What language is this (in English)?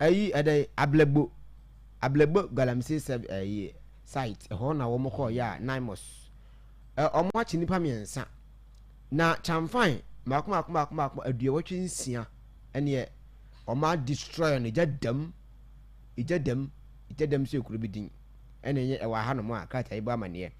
Akan